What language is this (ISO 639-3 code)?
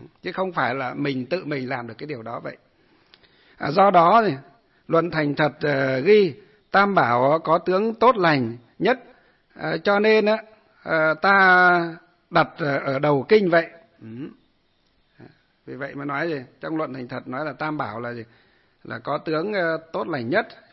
vie